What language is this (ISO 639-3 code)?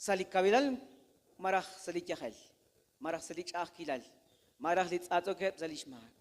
kek